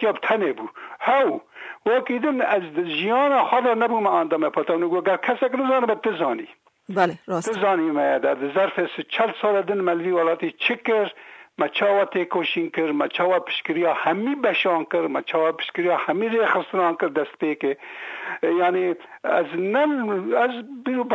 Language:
Kurdish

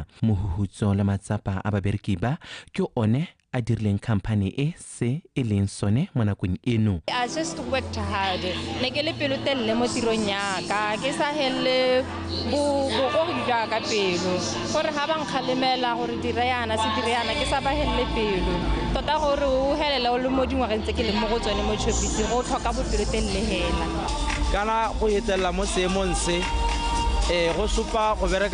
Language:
Tswana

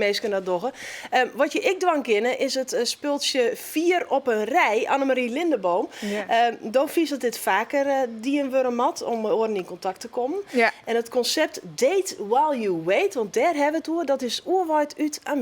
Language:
Western Frisian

